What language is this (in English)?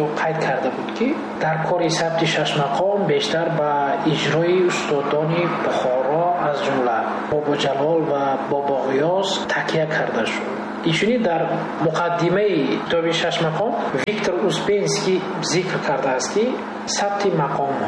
Tajik